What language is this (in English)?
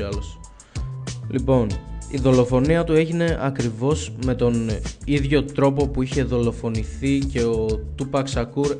Greek